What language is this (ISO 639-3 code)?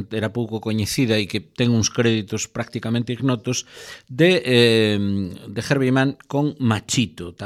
glg